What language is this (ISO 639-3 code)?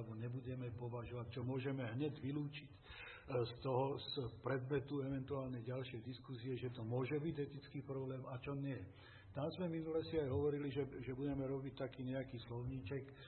slk